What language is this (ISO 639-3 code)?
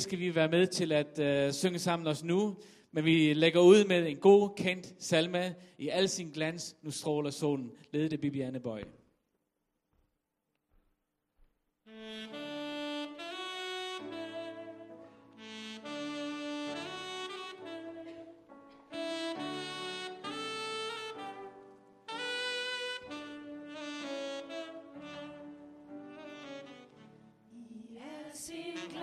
dan